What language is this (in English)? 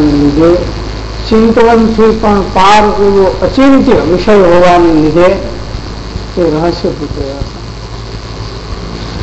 Gujarati